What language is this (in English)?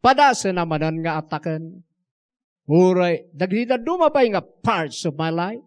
Iloko